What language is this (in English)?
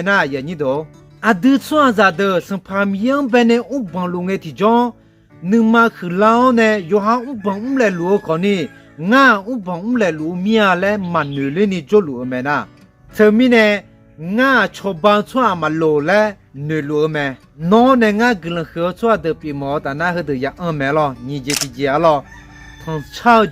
Akha